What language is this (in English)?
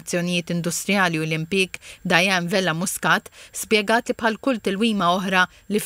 Maltese